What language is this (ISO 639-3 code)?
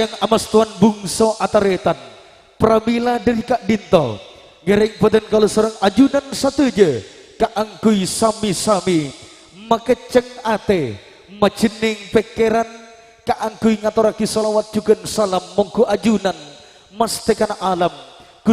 mad